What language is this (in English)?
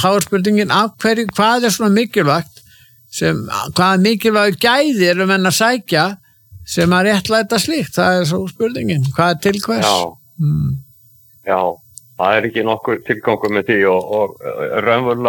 Icelandic